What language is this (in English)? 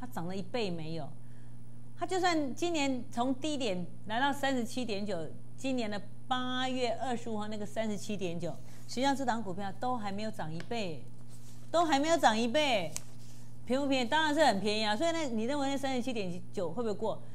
Chinese